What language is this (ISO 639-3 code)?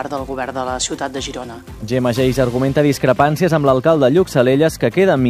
cat